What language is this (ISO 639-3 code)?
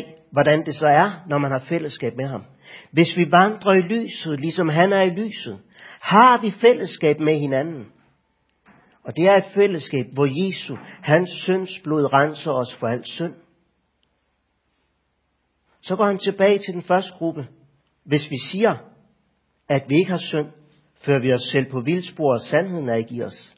dan